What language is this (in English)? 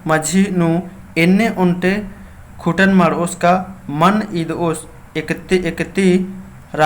Kurukh